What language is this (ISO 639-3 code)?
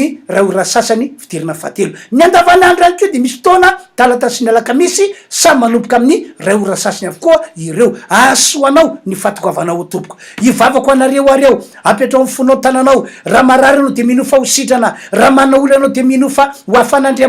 mlg